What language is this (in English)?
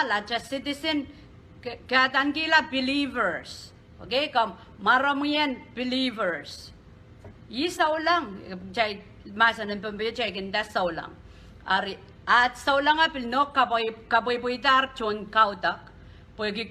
Pohnpeian